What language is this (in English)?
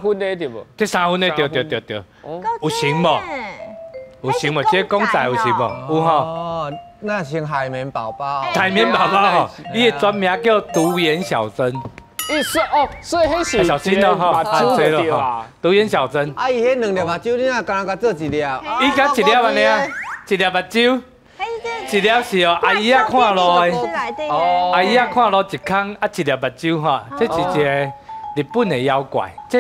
Min Nan Chinese